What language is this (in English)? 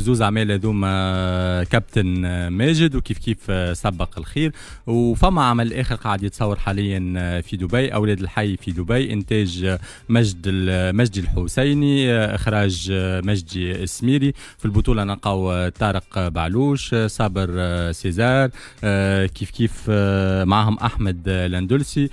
Tunisian Arabic